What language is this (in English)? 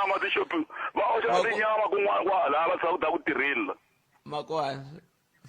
Tsonga